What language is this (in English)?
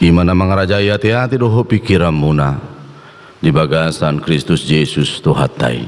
Batak Toba